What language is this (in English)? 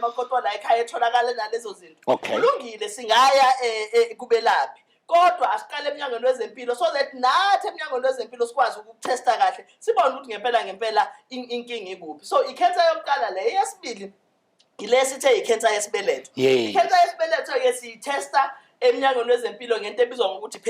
Zulu